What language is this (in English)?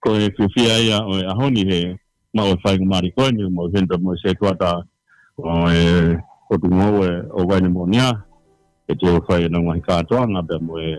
Tongan